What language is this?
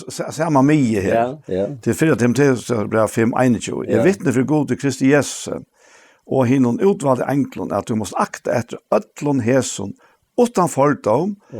Faroese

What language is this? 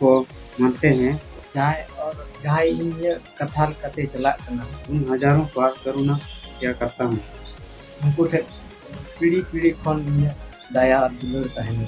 Santali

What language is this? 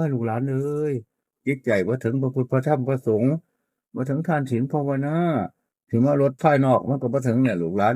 Northeastern Thai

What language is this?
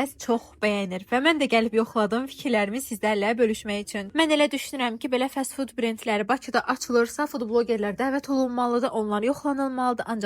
Azerbaijani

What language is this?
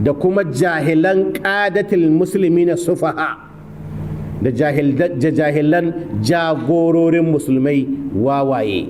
Hausa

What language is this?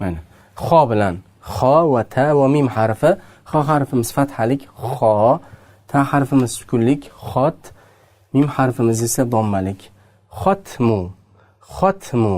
Uzbek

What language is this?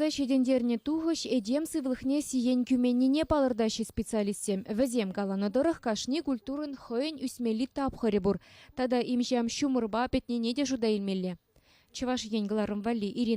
Chuvash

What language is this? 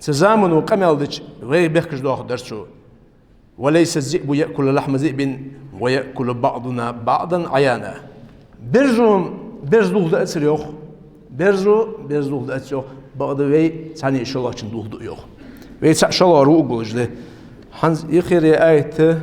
Ingush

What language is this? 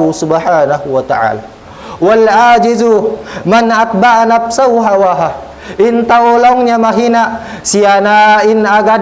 Tausug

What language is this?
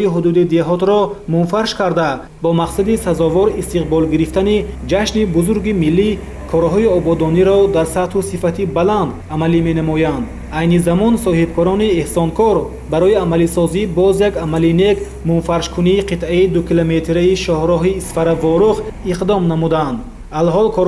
Tajik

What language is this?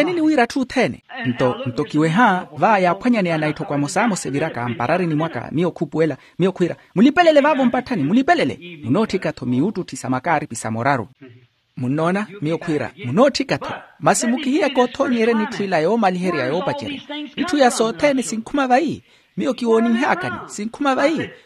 Makhuwa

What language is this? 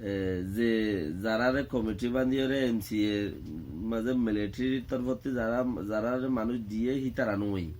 Rohingya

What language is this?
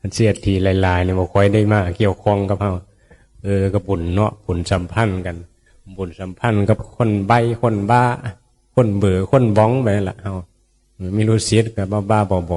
Northeastern Thai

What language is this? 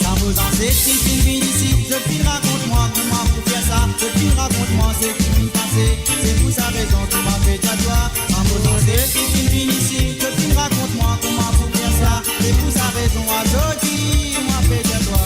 Morisyen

